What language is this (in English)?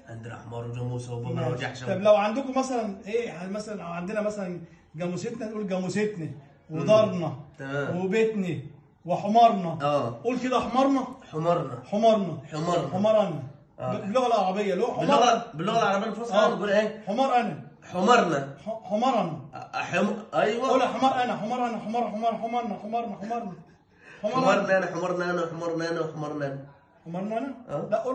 Egyptian Arabic